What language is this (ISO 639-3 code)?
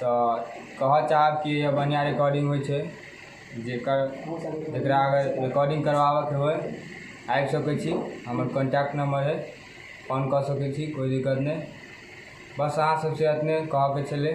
mai